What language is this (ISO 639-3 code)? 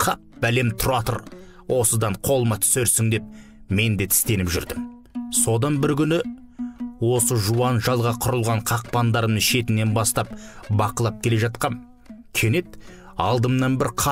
kaz